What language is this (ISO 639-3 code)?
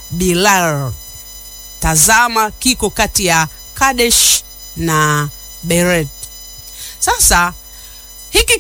swa